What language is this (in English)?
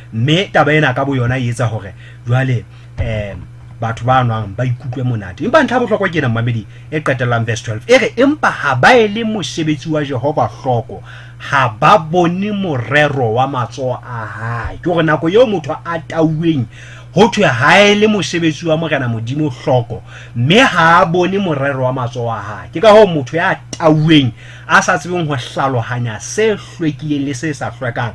Southern Sotho